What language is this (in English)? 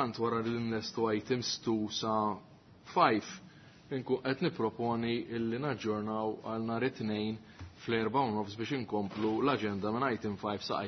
Maltese